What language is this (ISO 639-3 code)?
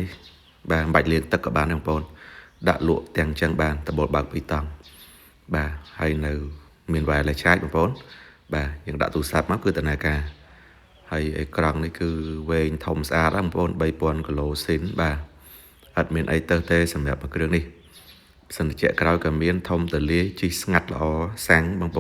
khm